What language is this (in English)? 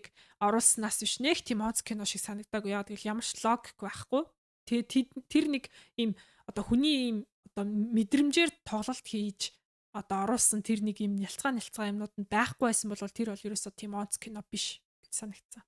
Mongolian